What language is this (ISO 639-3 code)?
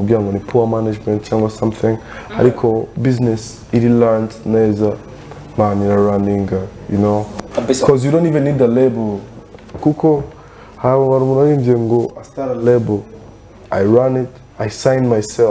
kin